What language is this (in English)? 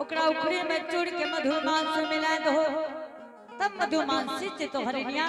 Angika